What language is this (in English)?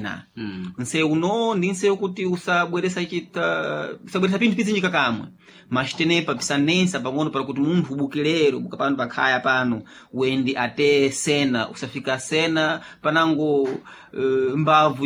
Sena